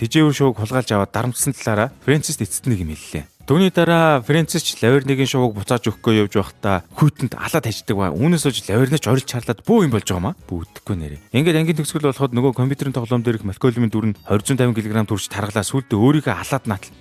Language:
Mongolian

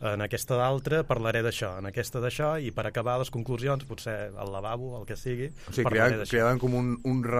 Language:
Catalan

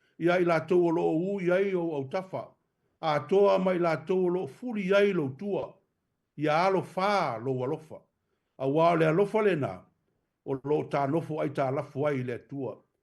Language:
Samoan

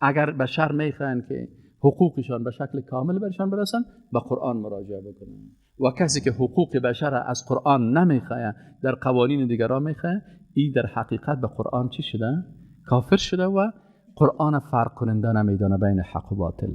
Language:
Persian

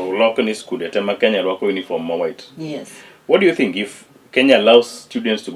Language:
Luo (Kenya and Tanzania)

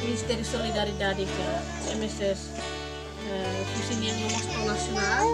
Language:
Tetum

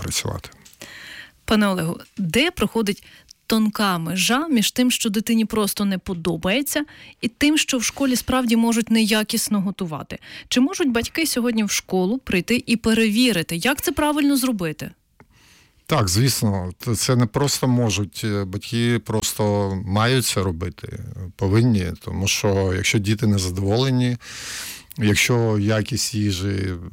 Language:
Ukrainian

